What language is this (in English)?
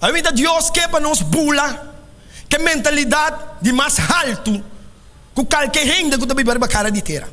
Papiamento